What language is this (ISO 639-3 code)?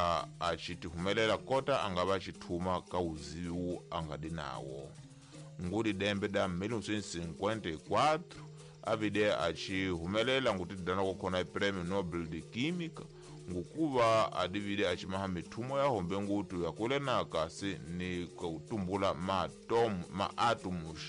tso